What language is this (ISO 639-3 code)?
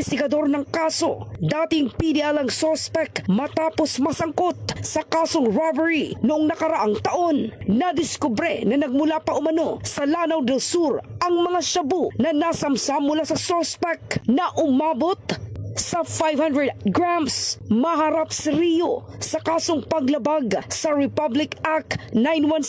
fil